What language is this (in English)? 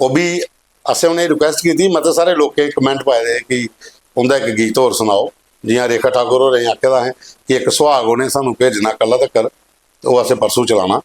Dogri